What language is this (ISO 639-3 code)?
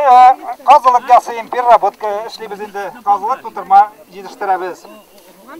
tat